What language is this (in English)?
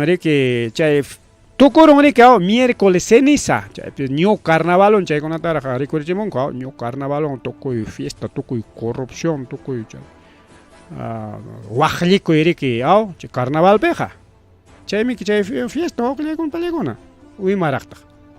Ayacucho Quechua